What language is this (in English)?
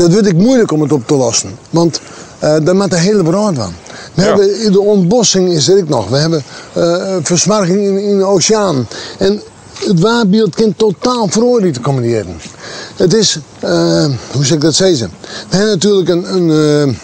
Western Frisian